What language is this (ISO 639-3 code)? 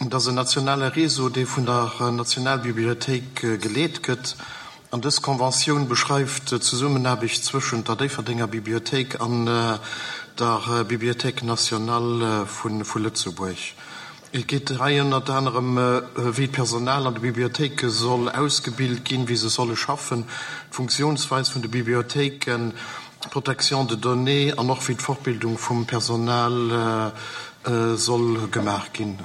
ltz